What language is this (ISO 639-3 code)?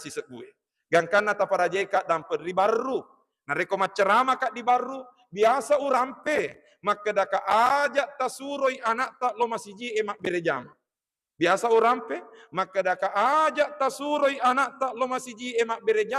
bug